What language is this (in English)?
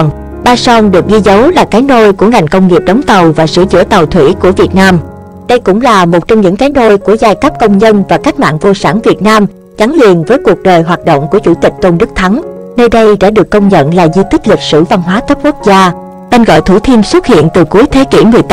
Vietnamese